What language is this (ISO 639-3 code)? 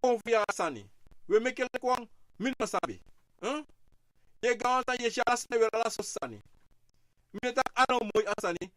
srn